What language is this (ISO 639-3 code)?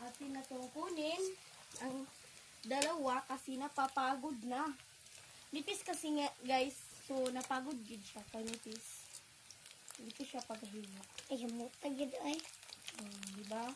ceb